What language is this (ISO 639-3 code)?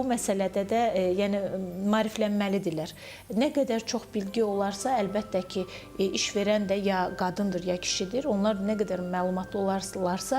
aze